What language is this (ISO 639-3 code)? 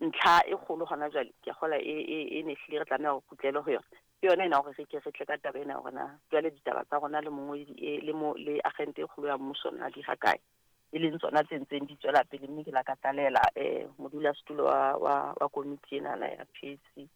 sot